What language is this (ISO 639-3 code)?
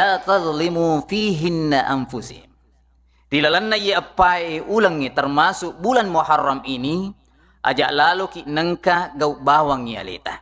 bug